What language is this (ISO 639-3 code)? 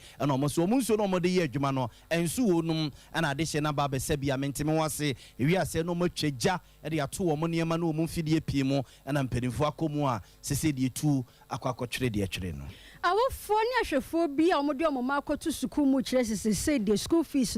aka